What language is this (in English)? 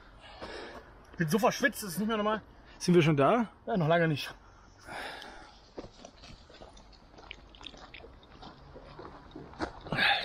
German